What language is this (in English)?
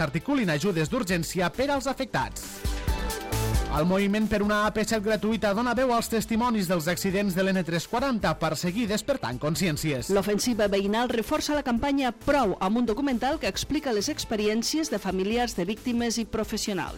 Catalan